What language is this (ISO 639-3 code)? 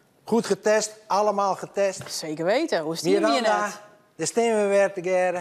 fry